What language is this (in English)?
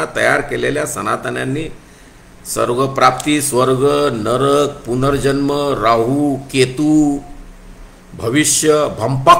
Marathi